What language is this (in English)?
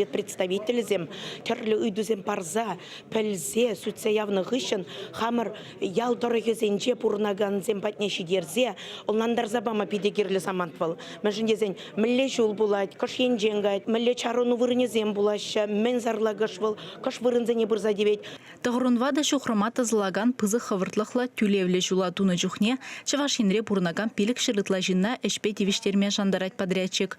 Chuvash